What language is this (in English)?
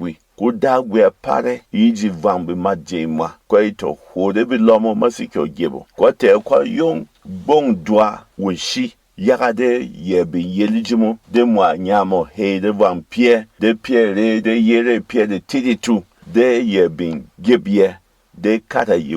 Berom